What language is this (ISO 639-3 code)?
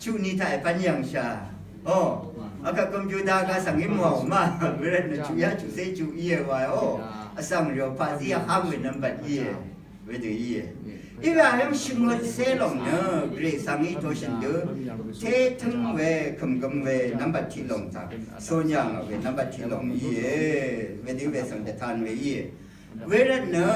raw